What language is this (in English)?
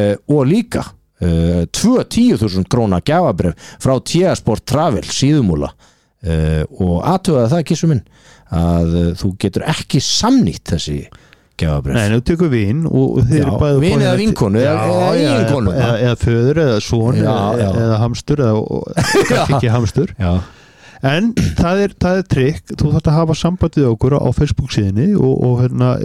Icelandic